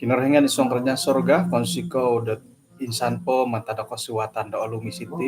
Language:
Central Dusun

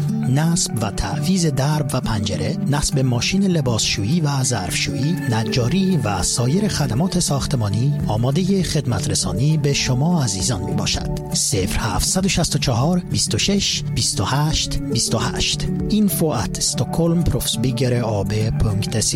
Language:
Persian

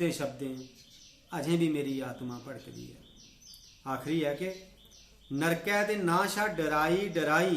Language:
Dogri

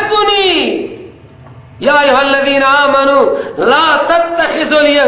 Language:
Persian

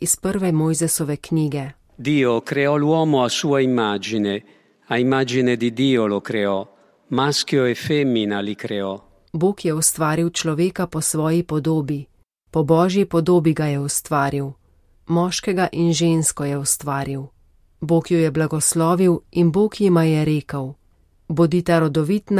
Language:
Slovenian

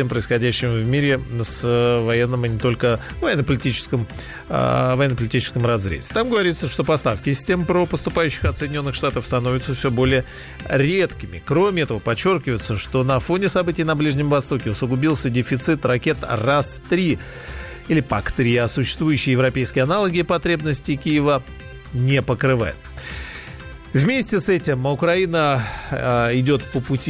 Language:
Russian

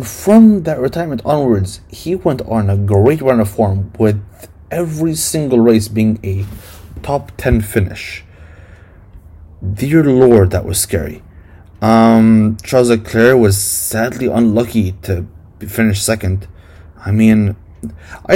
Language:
English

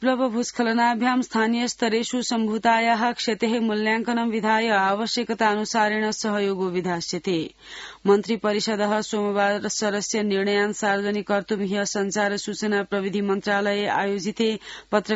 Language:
Sanskrit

